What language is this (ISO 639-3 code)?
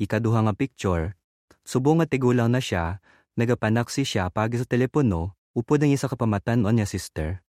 hil